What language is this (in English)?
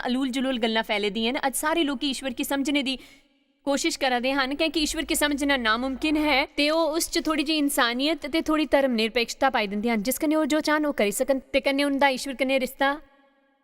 Dogri